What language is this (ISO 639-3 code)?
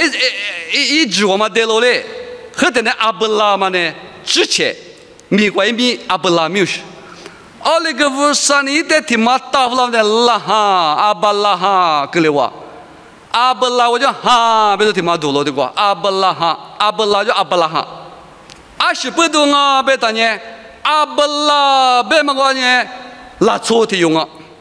lis